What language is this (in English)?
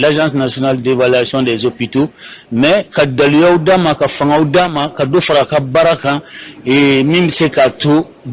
Bambara